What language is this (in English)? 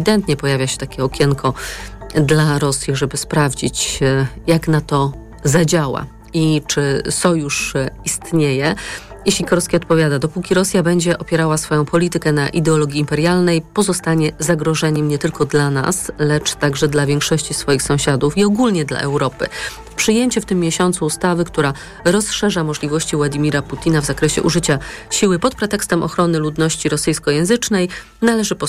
Polish